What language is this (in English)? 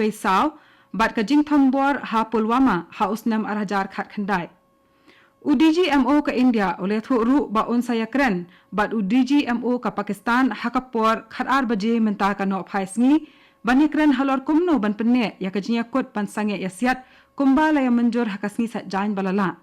Khasi